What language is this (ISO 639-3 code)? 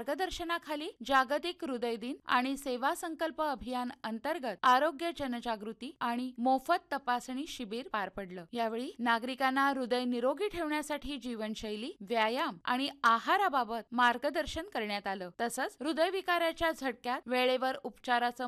mar